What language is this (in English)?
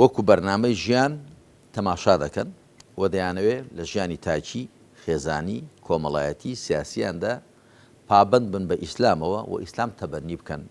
Central Kurdish